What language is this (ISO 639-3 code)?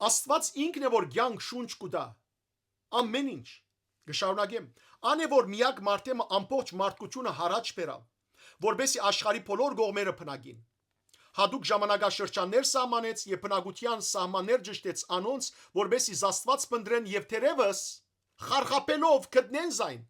hyw